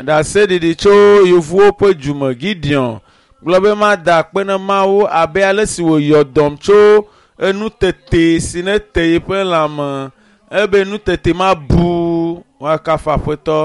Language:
Ewe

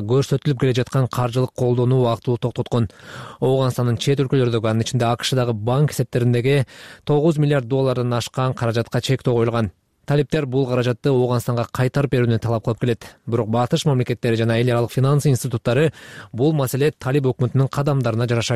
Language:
Kyrgyz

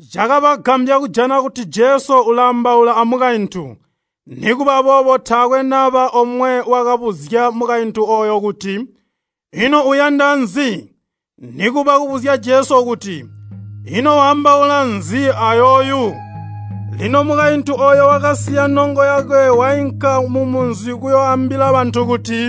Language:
Tonga (Zambia)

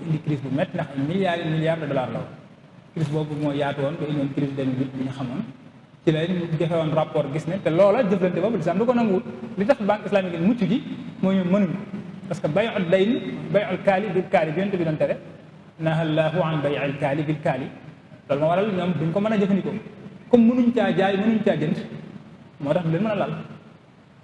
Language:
Wolof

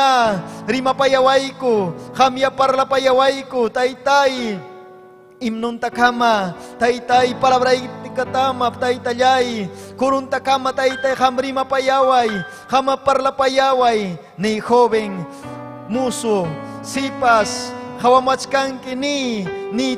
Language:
Ayacucho Quechua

